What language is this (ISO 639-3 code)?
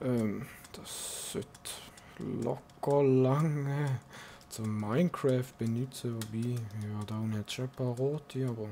gsw